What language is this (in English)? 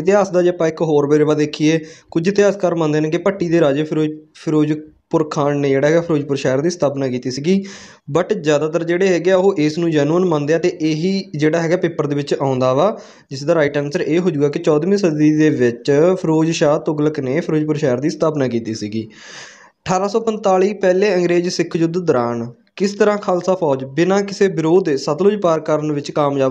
Punjabi